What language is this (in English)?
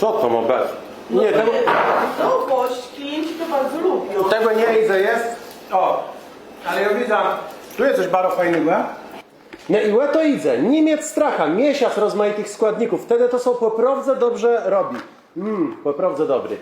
Kashubian